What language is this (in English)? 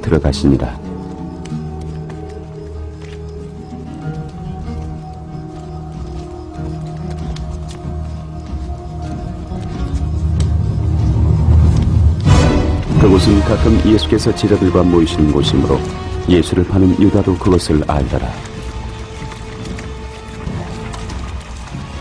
Korean